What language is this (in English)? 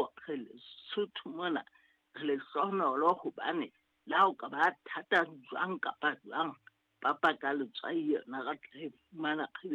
Southern Sotho